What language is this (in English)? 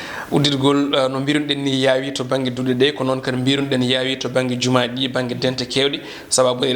Fula